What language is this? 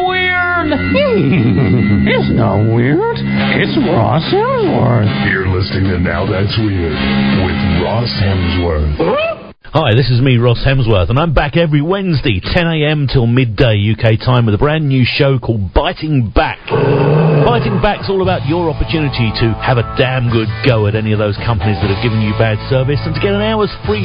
English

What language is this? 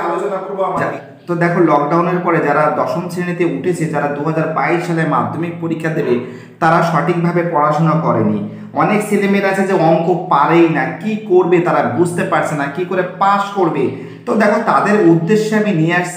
Bangla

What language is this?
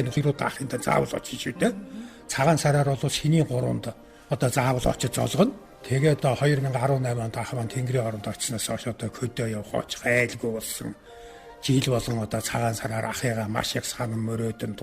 Mongolian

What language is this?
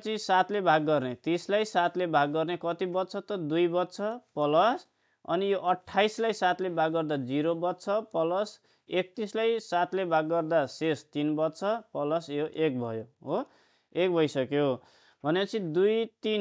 Nepali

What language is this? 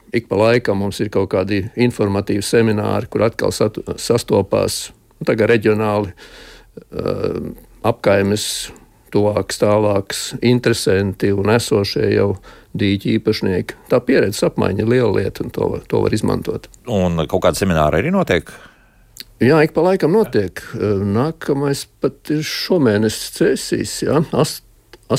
Latvian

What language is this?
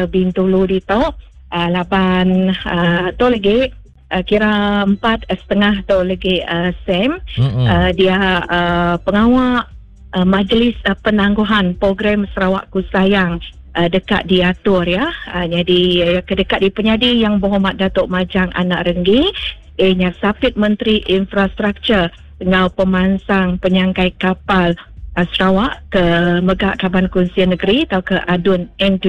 Iban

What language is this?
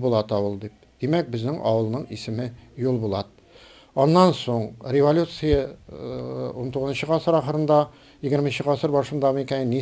Tatar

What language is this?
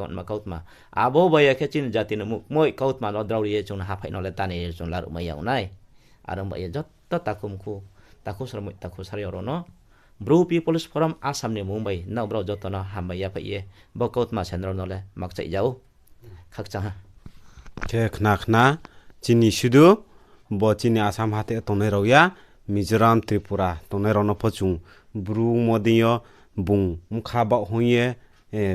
Riang (India)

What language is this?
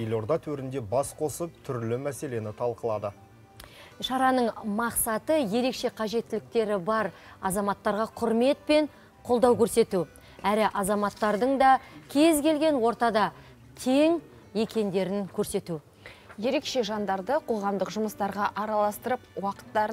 Kazakh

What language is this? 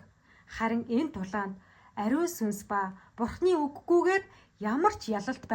Mongolian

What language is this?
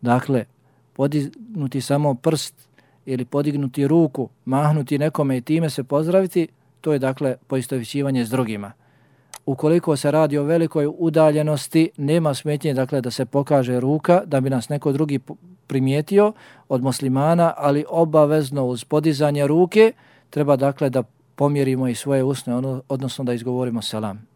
Bosnian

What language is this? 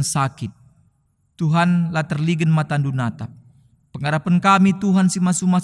Batak Karo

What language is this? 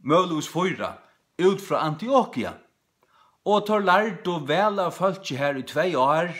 Faroese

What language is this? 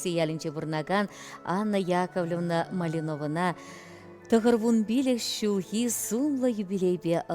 Chuvash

